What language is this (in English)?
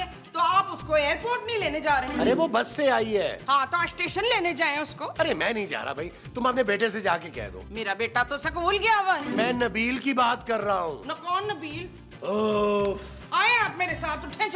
Hindi